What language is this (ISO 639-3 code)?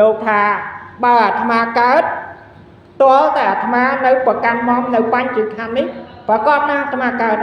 khm